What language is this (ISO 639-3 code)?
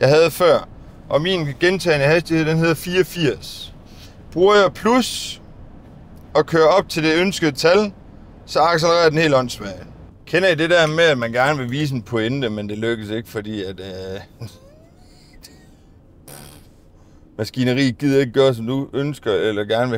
dan